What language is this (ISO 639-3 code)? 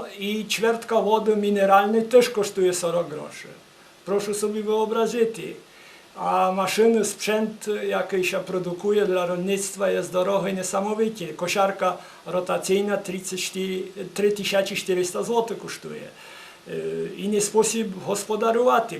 rue